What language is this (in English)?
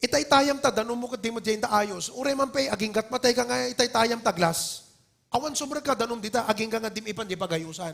Iloko